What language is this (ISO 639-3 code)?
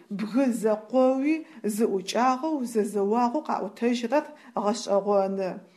ady